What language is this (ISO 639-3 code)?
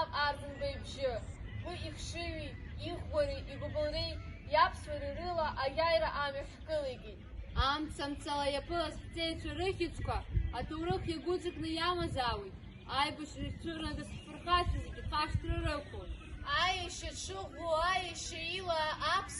abk